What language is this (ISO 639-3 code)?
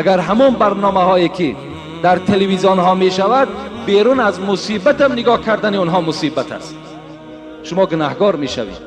tgk